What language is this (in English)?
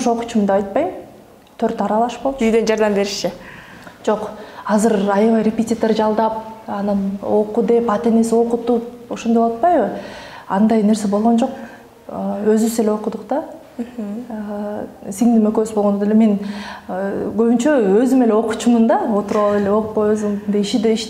Kyrgyz